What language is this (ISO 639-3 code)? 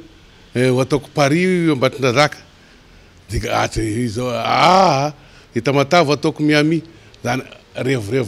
mlg